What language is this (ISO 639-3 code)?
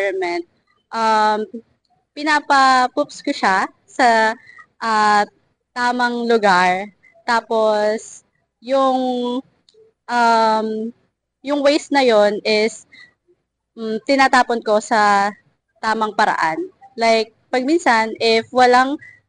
fil